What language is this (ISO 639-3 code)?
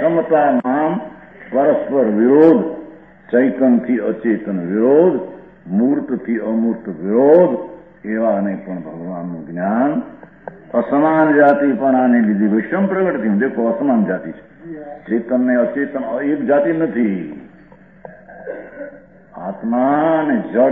guj